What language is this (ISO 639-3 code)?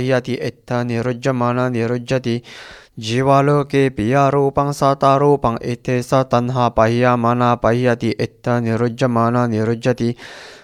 pli